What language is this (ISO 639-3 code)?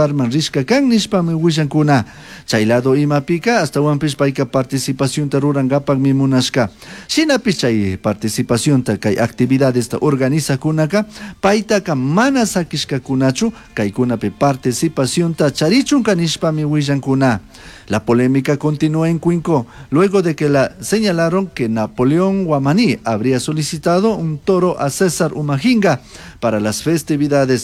qug